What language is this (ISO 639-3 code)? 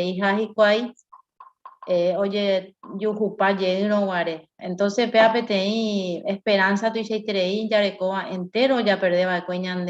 grn